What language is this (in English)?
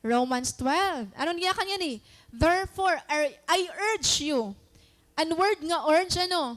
Waray